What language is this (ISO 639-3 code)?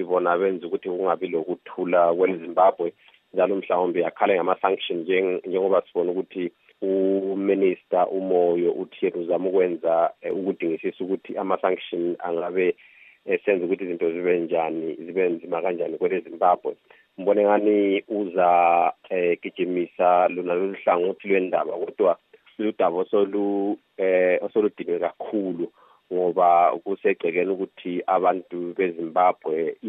nde